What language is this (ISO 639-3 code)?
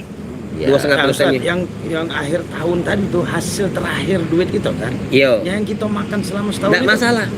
mui